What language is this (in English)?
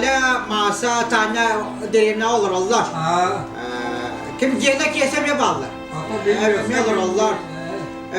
Yakut